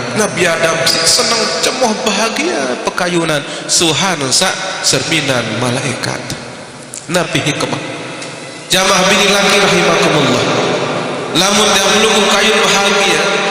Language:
Sasak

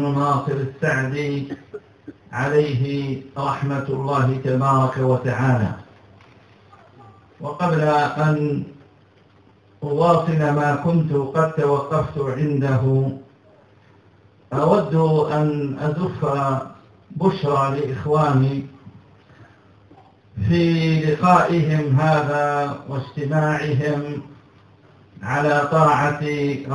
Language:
Arabic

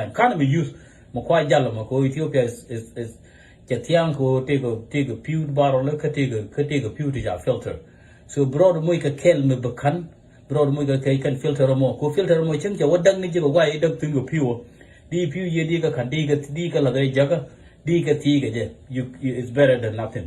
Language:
Nuer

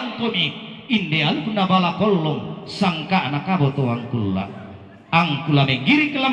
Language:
Toraja-Sa'dan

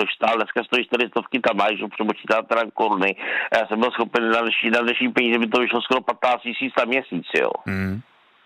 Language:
Czech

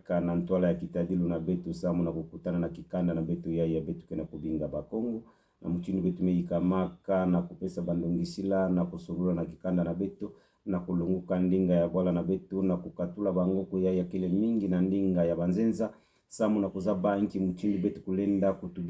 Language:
Kituba (Democratic Republic of Congo)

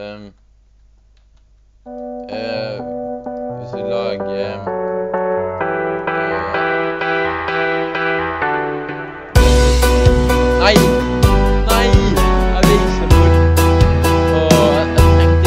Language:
Norwegian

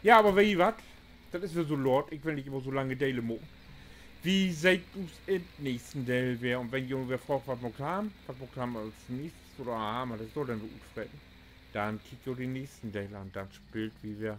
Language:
Low German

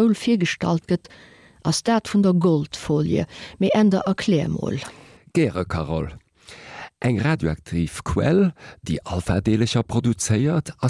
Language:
Luxembourgish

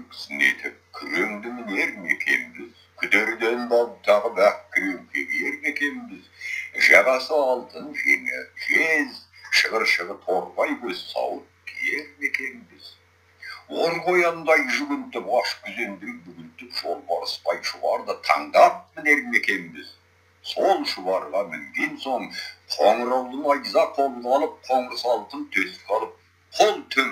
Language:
Kazakh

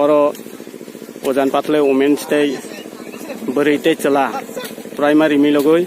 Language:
Kok Borok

